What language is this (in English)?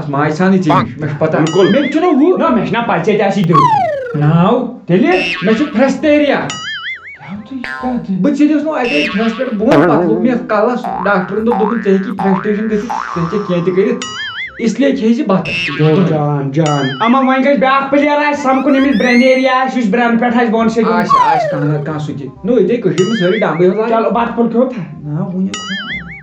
Kashmiri